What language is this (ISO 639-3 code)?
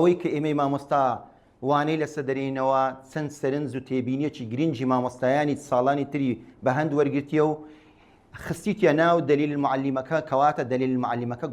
ckb